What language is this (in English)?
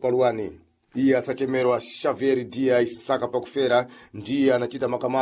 Sena